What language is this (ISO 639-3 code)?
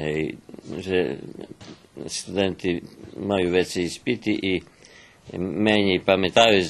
rue